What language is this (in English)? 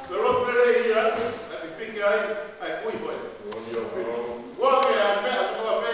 Tongan